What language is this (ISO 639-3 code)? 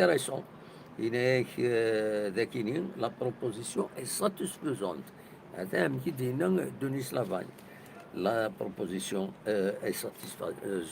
kab